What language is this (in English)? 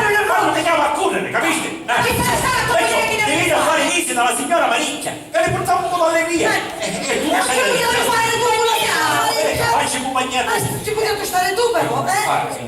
Sicilian